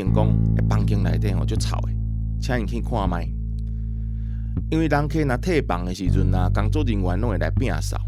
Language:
Min Nan Chinese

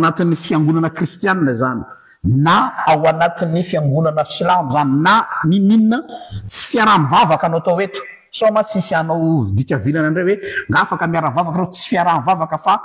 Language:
Malagasy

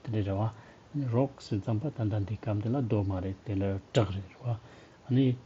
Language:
Tibetan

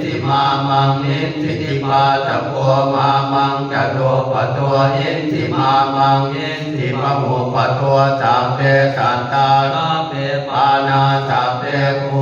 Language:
Pali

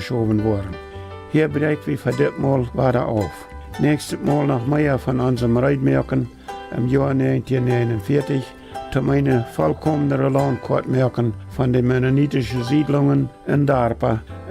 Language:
Plautdietsch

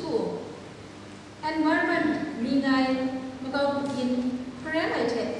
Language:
Kachin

